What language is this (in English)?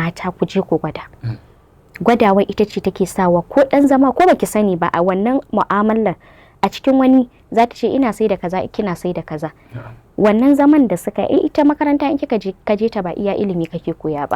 Hausa